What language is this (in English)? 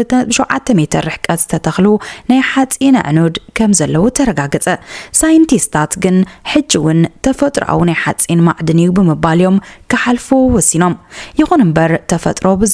Tigrinya